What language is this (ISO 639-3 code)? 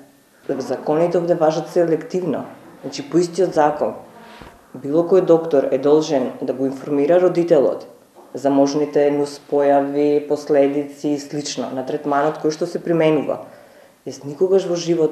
mkd